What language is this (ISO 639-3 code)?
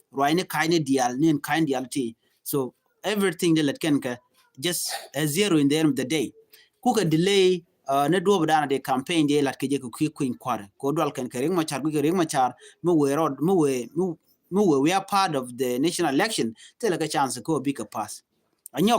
nus